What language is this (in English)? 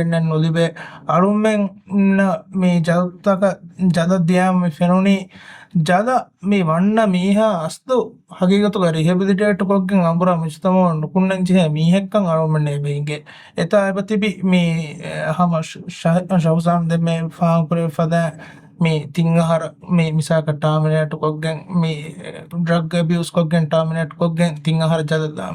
Divehi